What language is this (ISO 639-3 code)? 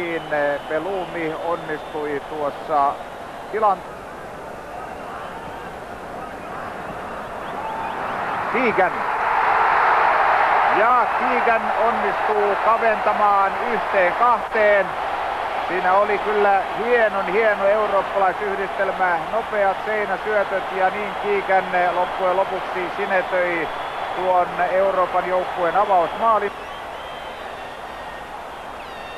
fin